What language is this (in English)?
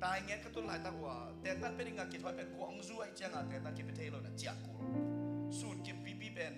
Tedim Chin